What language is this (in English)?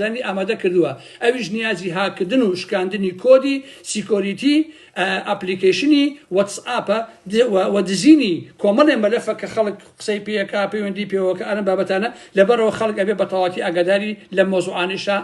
Central Kurdish